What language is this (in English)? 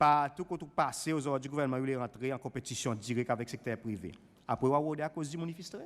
Seselwa Creole French